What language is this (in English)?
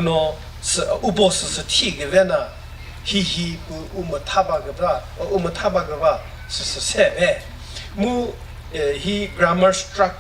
Chokri Naga